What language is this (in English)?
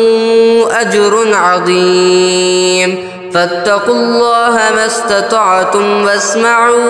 Arabic